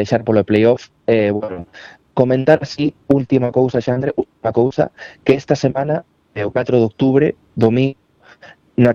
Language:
Galician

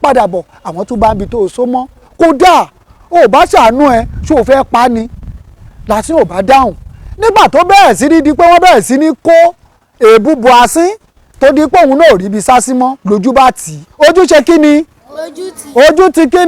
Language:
Yoruba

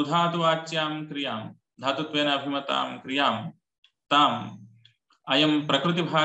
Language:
Sanskrit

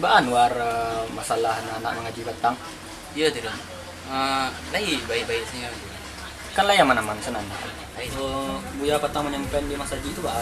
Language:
Minangkabau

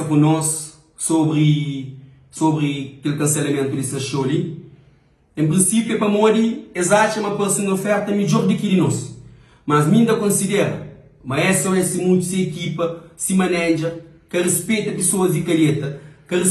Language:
Kabuverdianu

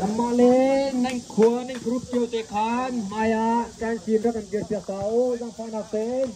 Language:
Hakha Chin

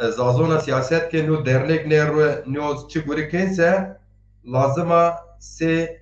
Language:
Zaza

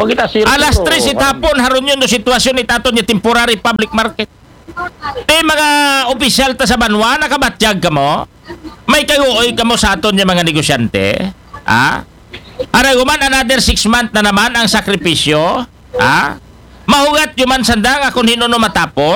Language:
Aklanon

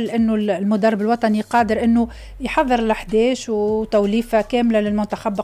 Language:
Tunisian Arabic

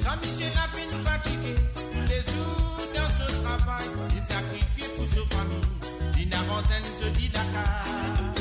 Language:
Morisyen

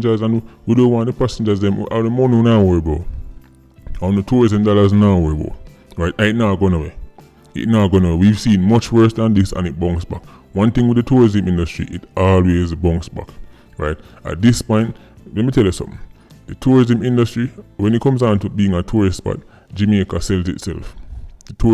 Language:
Jamaican Creole English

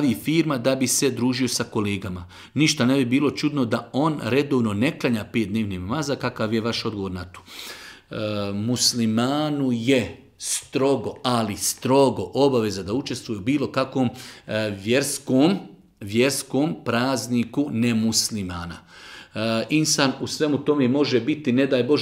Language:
Bosnian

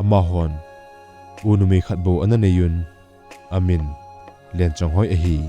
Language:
Thado Chin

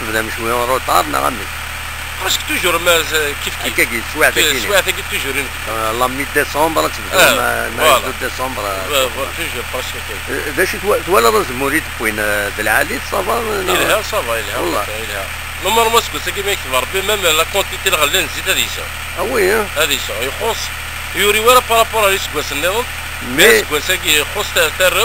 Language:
Kabyle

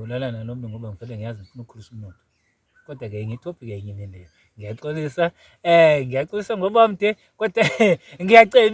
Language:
Zulu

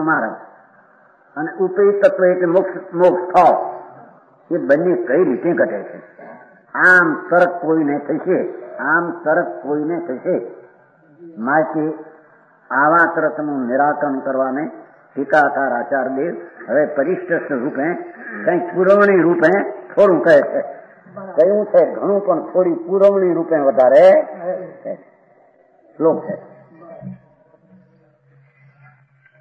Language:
Gujarati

